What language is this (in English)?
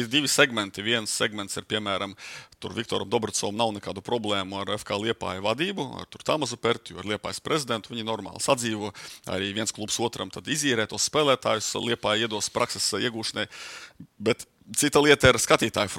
Latvian